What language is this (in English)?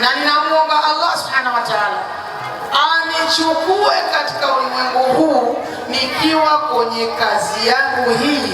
Swahili